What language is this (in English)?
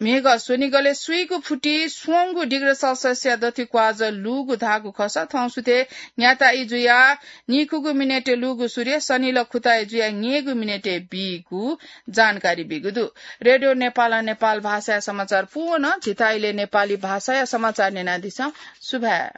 Newari